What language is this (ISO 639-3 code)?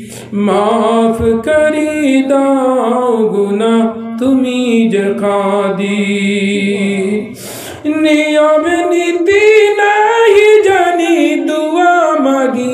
syl